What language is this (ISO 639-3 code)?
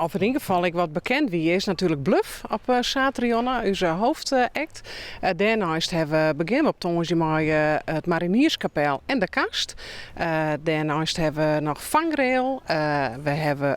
fry